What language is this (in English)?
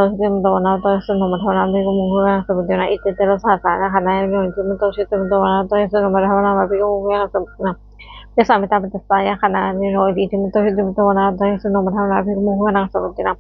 Pali